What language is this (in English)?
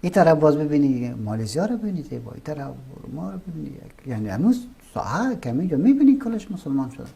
Persian